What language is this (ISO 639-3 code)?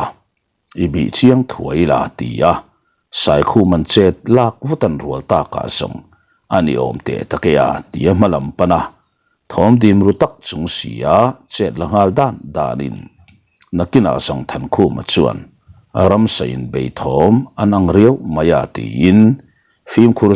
lus